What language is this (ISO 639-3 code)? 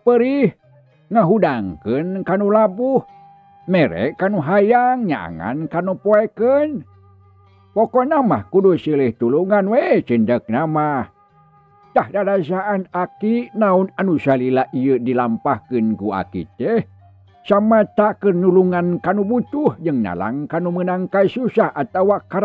sun